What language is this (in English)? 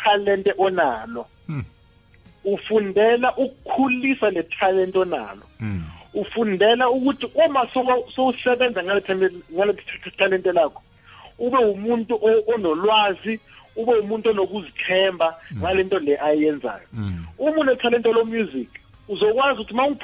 South Ndebele